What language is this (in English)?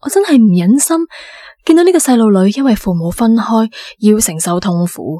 Cantonese